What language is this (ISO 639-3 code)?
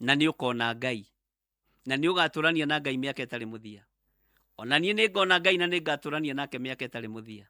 kik